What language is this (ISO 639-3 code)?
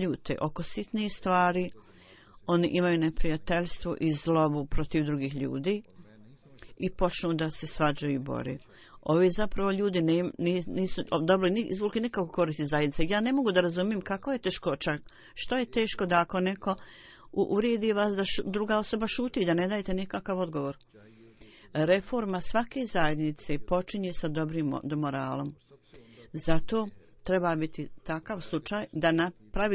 bos